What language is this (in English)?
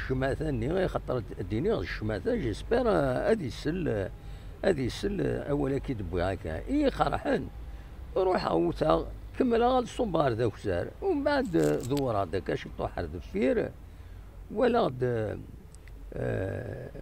Kabyle